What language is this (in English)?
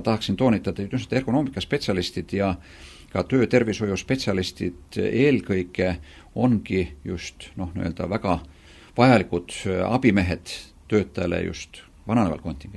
Estonian